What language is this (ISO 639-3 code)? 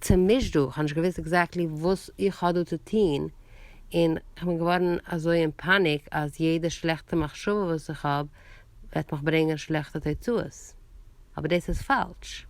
yid